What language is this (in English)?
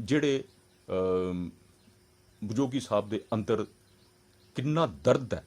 Dogri